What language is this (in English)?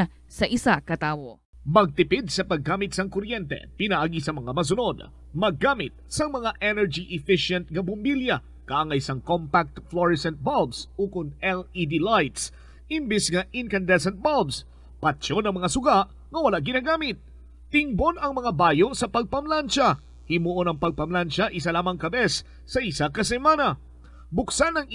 Hiligaynon